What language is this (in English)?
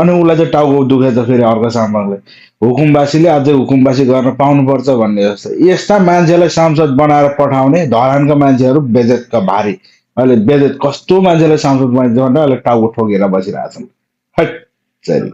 Nepali